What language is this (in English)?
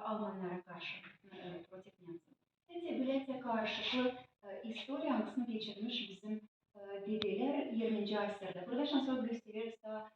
Gagauz